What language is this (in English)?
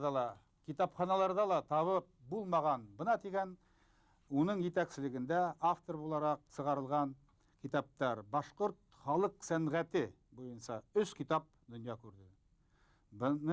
Bashkir